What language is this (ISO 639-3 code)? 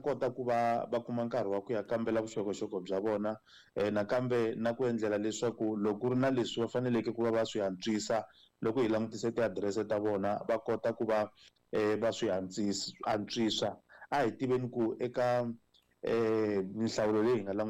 tso